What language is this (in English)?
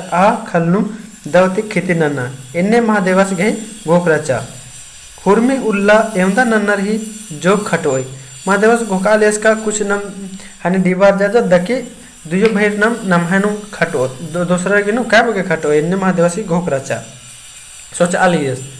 Kurukh